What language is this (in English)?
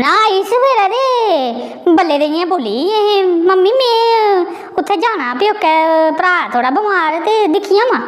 Dogri